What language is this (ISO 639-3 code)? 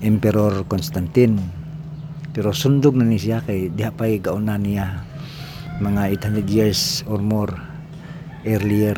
ceb